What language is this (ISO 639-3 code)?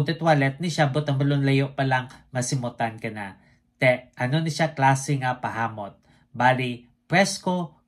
hil